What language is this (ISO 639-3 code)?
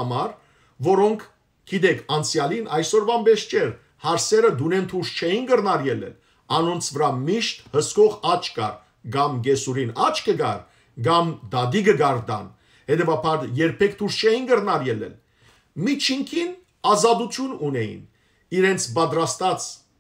hyw